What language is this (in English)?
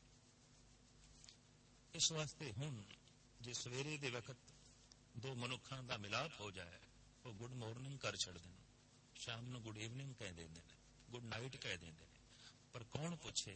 Punjabi